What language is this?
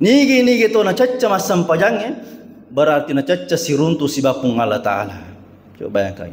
Buginese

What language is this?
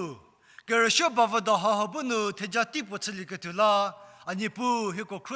Angami Naga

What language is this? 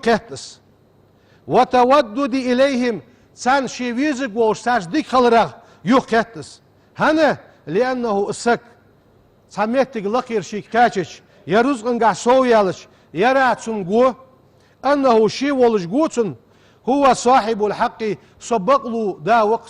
Ingush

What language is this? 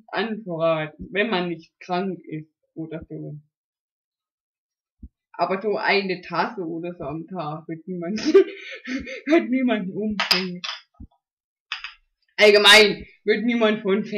German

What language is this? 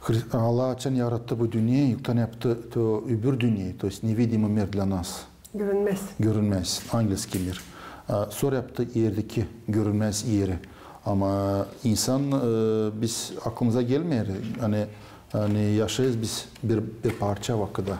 Gagauz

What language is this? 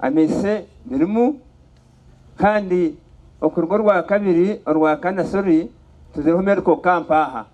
Nyankole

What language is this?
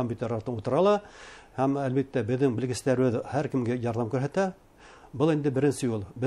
Bashkir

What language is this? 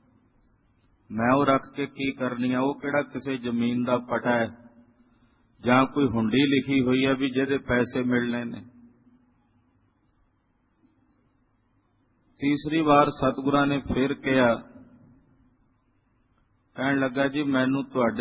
Punjabi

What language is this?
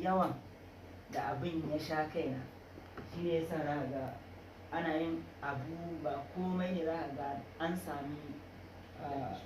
Hausa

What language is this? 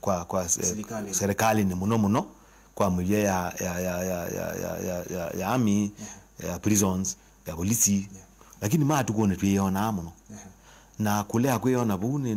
Kamba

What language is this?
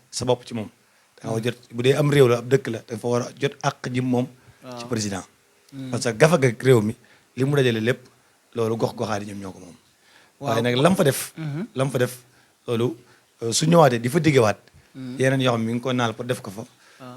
Wolof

